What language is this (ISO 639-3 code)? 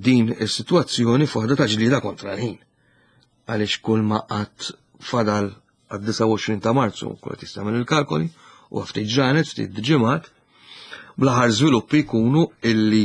mlt